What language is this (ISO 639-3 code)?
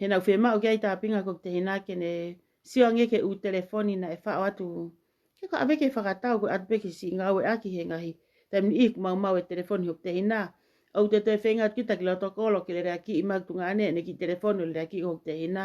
ton